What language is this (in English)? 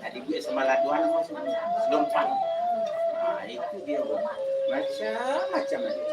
Minangkabau